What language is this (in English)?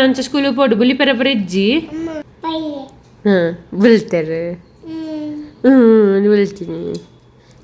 Tulu